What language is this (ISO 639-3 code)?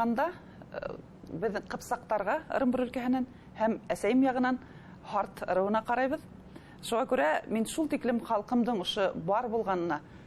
bak